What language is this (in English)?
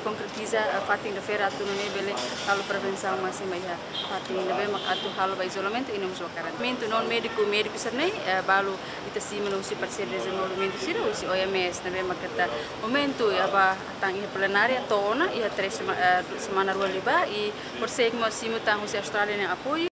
Tetum